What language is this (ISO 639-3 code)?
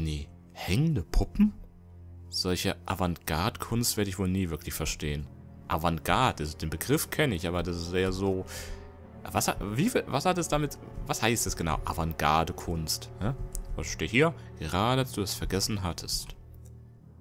deu